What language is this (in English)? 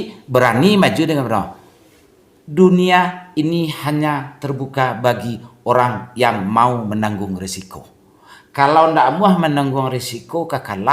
Minangkabau